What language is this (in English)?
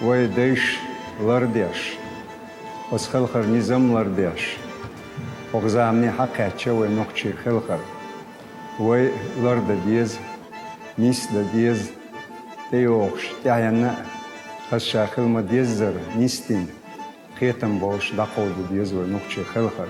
Chechen